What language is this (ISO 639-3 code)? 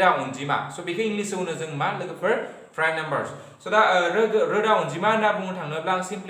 brx